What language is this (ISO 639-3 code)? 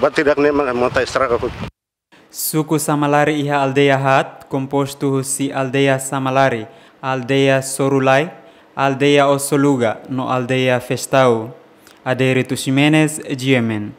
tet